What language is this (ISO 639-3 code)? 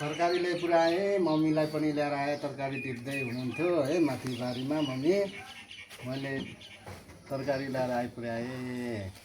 nep